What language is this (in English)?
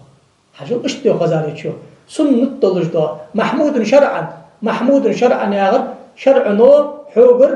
Ingush